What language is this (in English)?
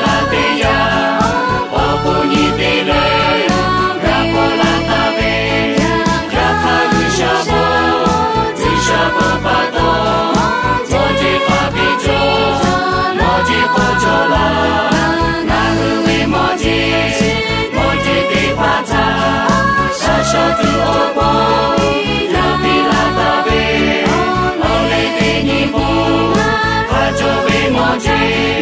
Lahu